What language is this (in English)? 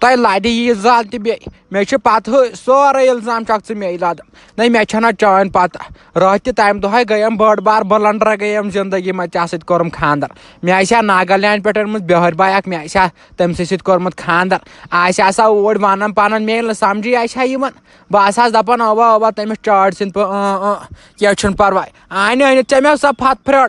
Kashmiri